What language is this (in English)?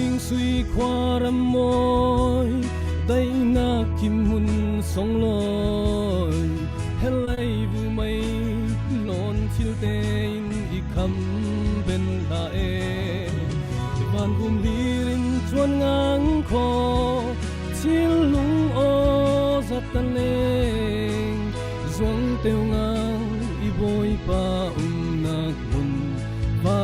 Falam Chin